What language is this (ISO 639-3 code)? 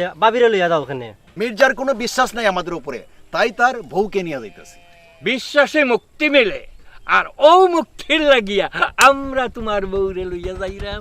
syl